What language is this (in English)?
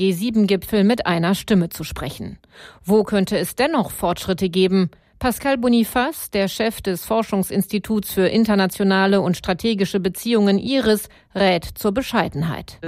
German